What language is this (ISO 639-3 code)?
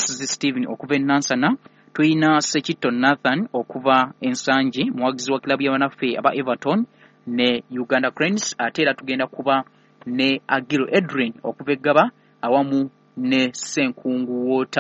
lug